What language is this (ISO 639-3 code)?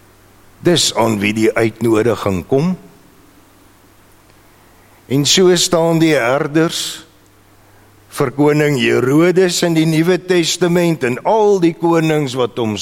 afr